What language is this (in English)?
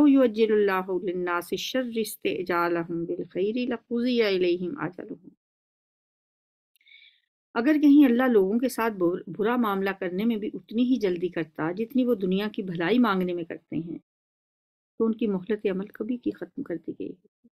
Urdu